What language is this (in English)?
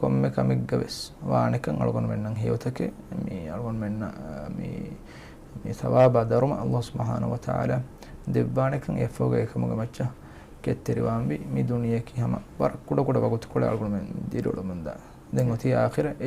Divehi